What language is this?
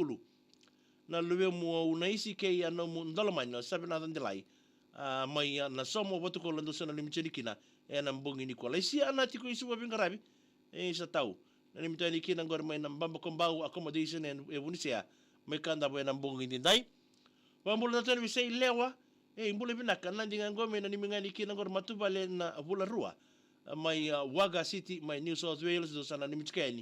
Fijian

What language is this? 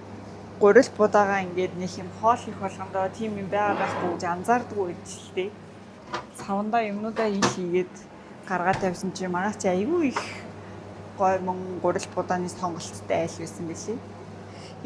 Mongolian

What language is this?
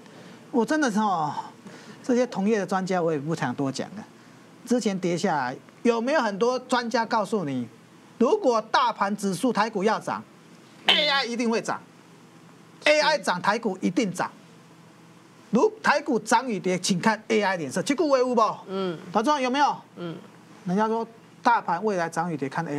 Chinese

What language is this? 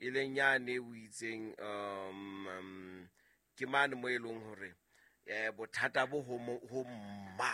Southern Sotho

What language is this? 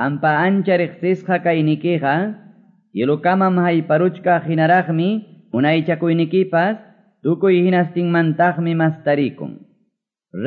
Quechua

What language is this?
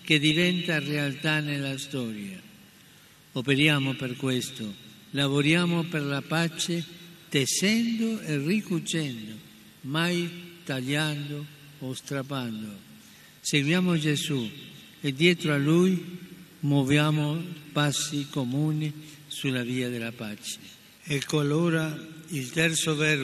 Italian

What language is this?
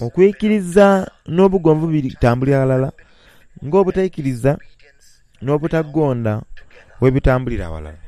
Soga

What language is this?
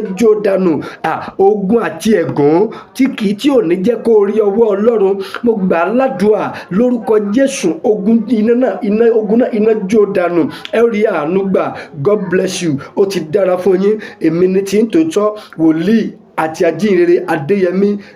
Yoruba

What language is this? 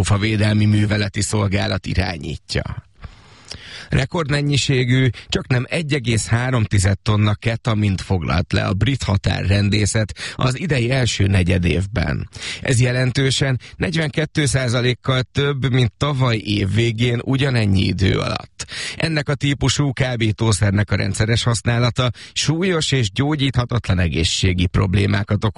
Hungarian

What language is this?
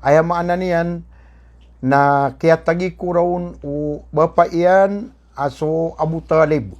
Maranao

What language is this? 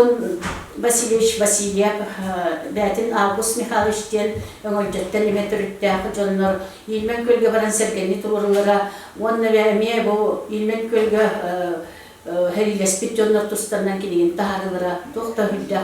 Yakut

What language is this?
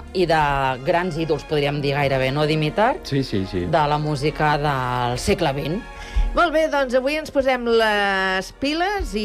Catalan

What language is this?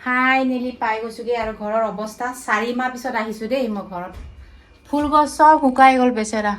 Assamese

